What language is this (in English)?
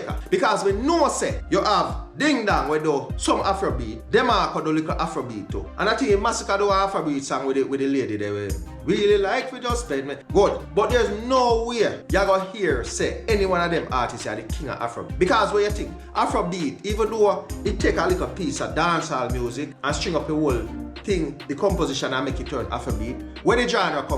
Jamaican Creole English